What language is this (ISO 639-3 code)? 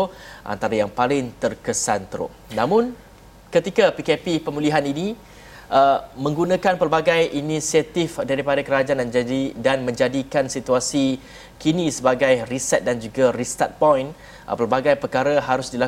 msa